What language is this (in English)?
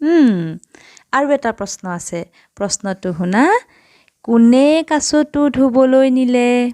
Assamese